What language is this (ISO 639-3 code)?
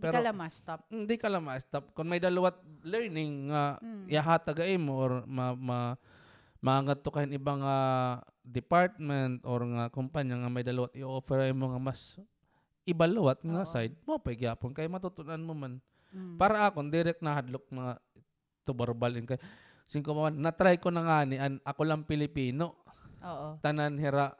war